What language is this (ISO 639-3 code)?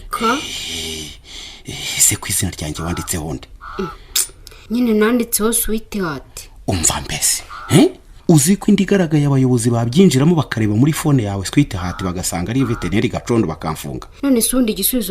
kin